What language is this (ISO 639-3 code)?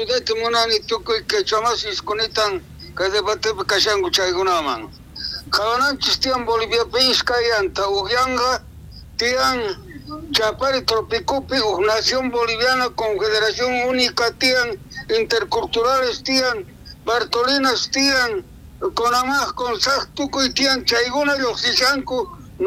quh